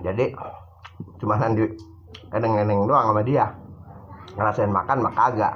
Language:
Betawi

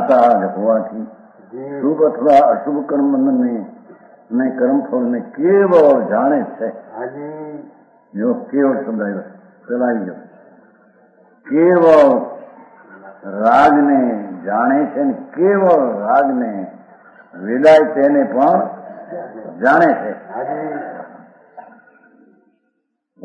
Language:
Gujarati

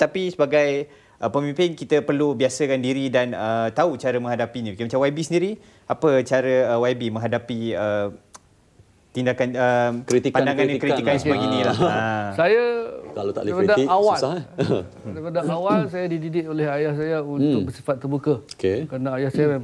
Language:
Malay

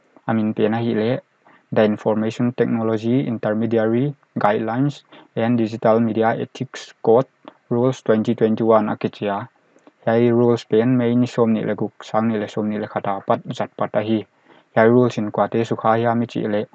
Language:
Paite Chin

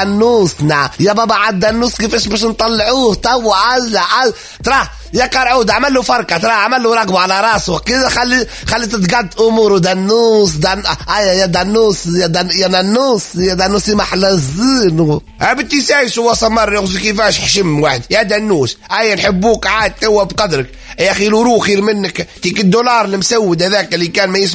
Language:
Tunisian Arabic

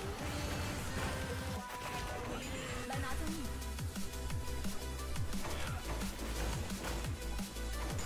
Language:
Chinese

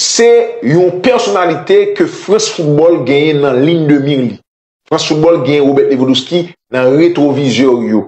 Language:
Haitian Creole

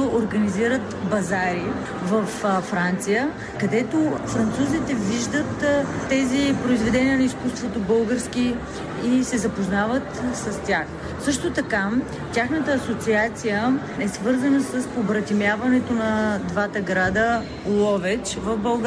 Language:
Bulgarian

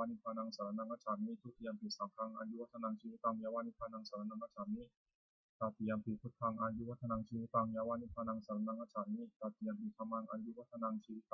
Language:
Pali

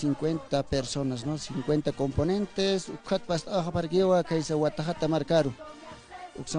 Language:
Aymara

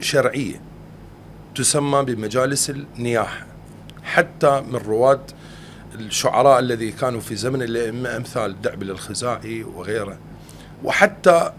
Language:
Mesopotamian Arabic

